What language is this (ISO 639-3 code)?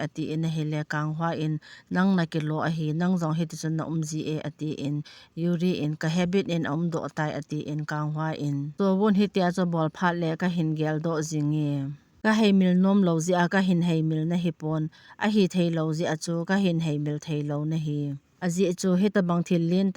tcz